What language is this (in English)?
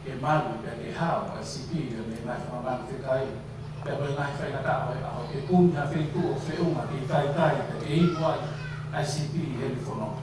Tongan